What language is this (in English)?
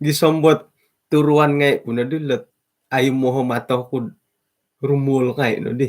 Central Dusun